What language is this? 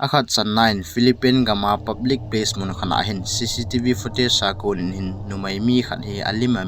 Thado Chin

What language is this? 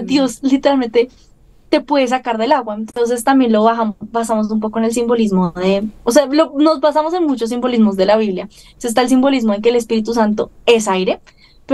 Spanish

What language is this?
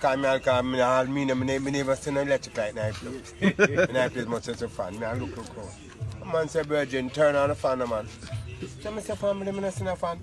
Jamaican Creole English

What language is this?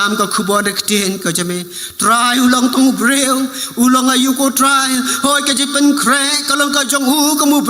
Khasi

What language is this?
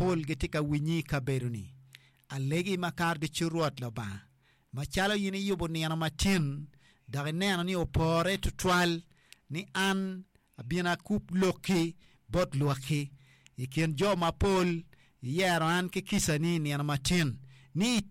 Acoli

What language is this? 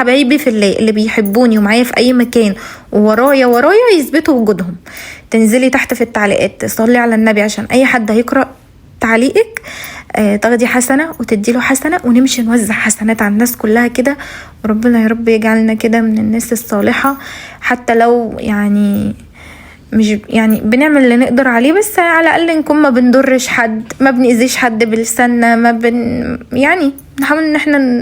Egyptian Arabic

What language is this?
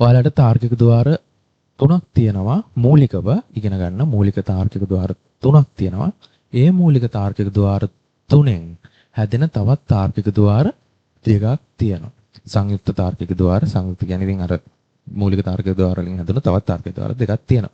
Sinhala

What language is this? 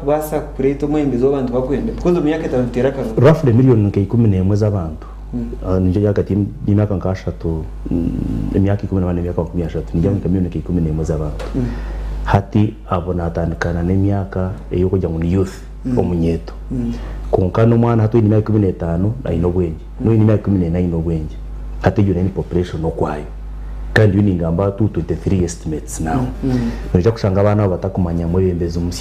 Nyankole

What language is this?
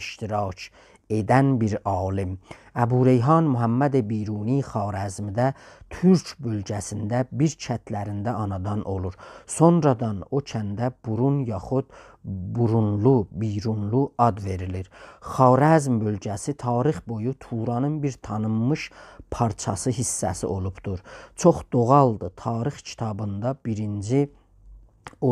South Azerbaijani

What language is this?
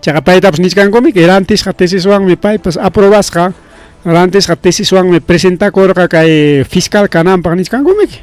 Ayacucho Quechua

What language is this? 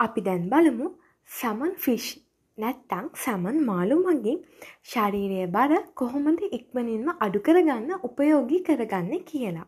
Sinhala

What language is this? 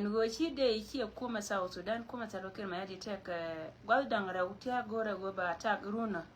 Nuer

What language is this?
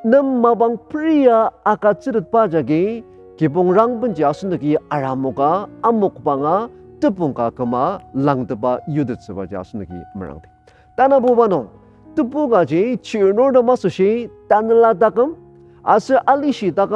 Ao Naga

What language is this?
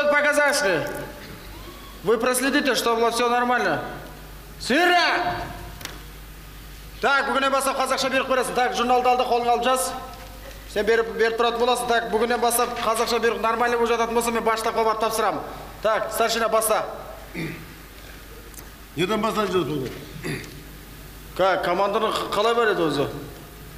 Kazakh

